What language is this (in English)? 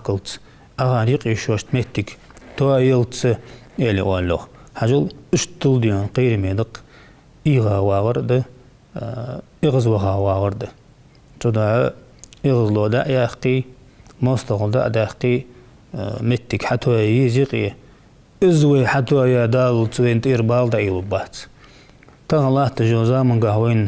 Ingush